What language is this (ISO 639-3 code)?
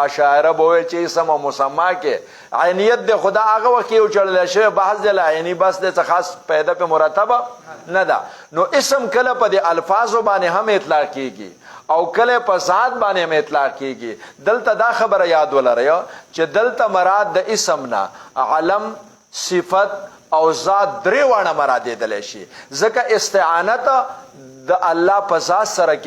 pus